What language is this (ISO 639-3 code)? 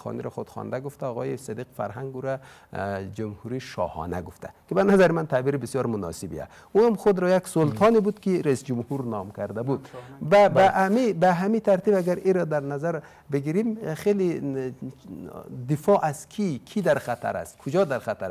fas